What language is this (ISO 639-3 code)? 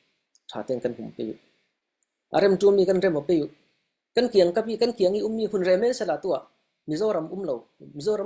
cfm